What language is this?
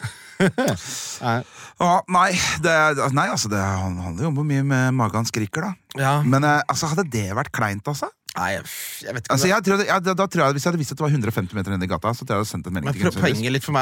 Norwegian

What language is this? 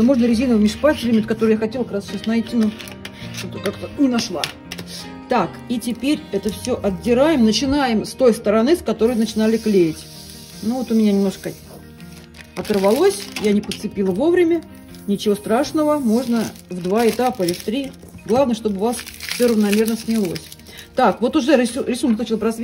Russian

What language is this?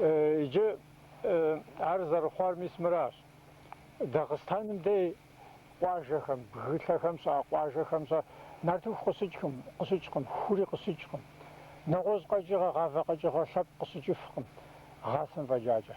Kabardian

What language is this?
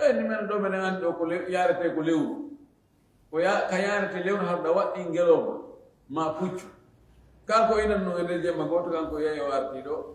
Fula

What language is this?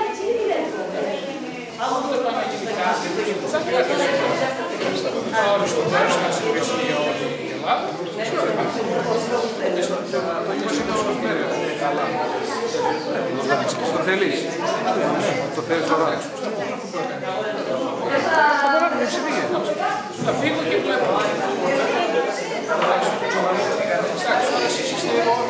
Greek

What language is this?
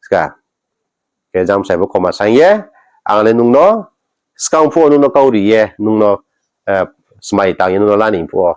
Riang (India)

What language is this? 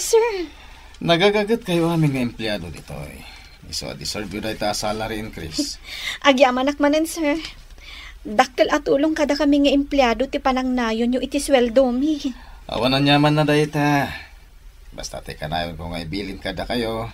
Iloko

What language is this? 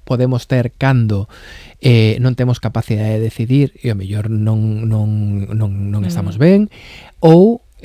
Galician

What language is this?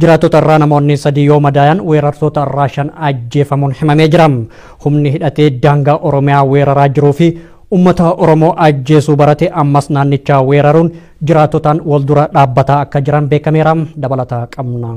Oromo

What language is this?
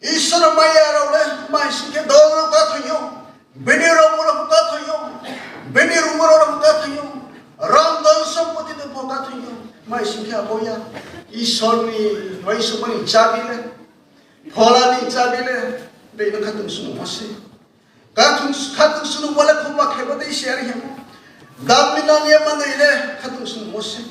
Riang (India)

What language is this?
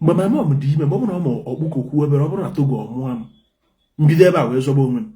Igbo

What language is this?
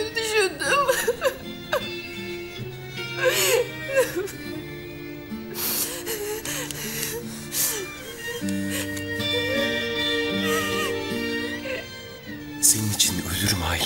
Turkish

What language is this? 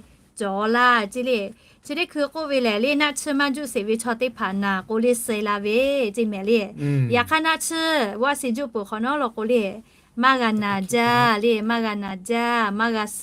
Lahu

